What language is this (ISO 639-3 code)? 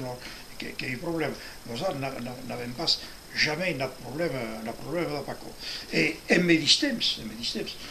oci